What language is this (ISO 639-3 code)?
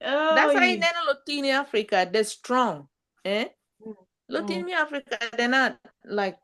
ach